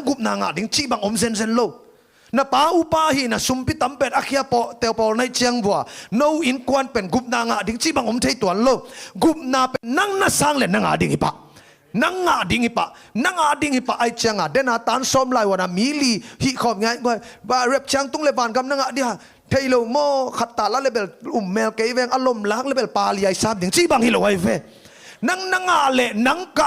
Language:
Tedim Chin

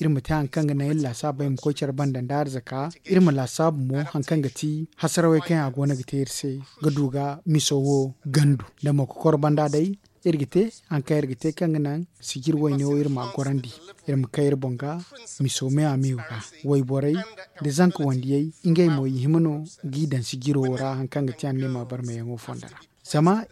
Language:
Zarma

